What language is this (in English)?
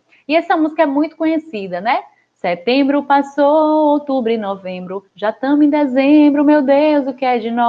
Portuguese